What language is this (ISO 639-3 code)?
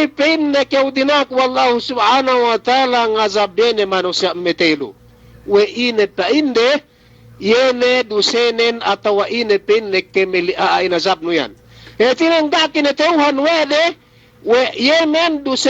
yka